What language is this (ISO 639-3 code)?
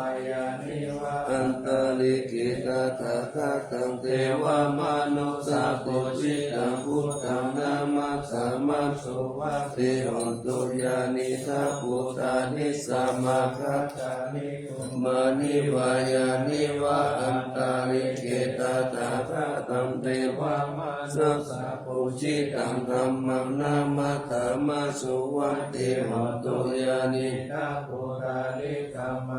pli